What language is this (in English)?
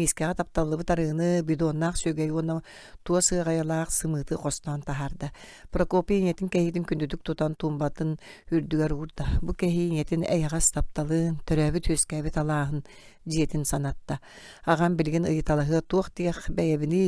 Yakut